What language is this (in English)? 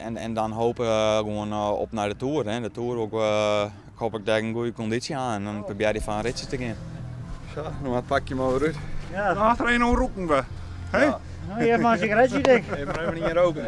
Western Frisian